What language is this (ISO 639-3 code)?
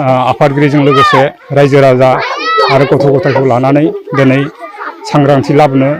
brx